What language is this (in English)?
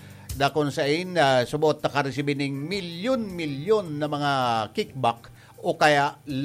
Bikol